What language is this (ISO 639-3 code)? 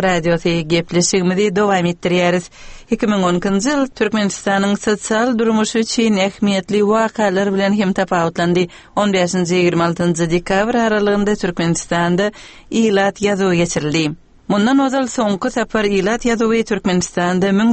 tuk